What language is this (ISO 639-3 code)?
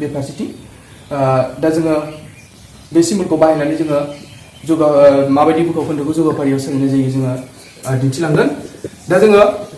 brx